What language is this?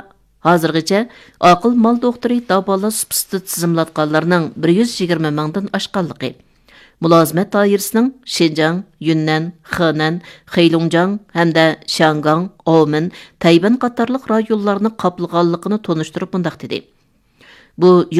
Uyghur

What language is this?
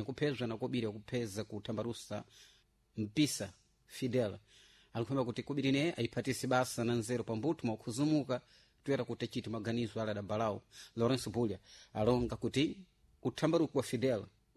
Sena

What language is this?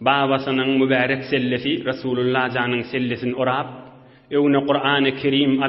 Turkmen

